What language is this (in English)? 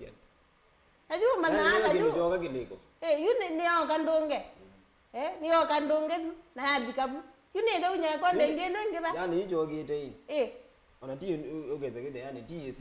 Kamba